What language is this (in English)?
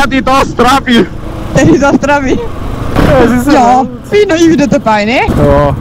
Bavarian